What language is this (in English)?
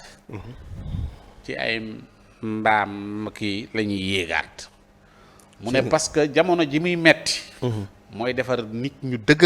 Wolof